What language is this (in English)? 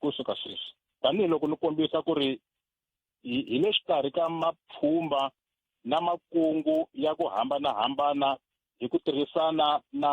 Tsonga